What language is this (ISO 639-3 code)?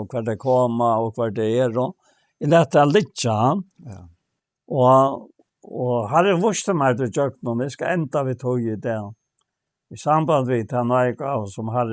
fao